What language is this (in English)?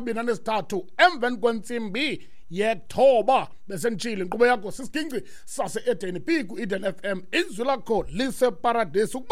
Xhosa